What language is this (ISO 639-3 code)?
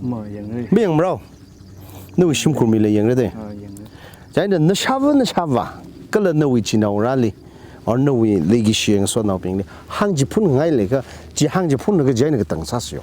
nmf